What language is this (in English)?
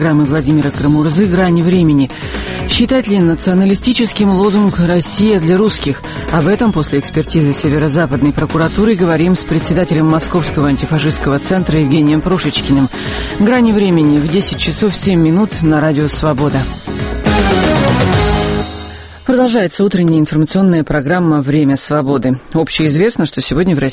Russian